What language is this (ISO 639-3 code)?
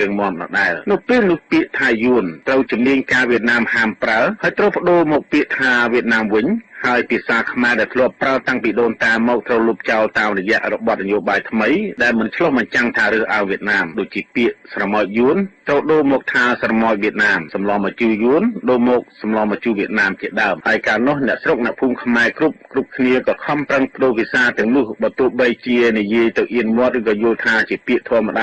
khm